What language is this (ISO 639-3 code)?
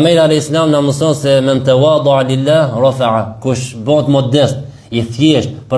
sqi